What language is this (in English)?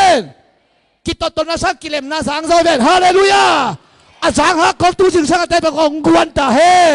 Tedim Chin